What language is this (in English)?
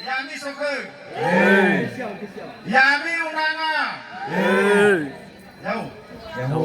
Nias